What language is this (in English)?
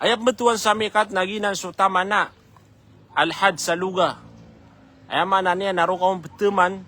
Maranao